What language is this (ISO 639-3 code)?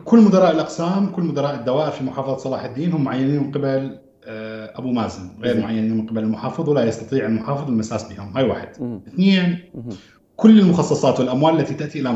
acm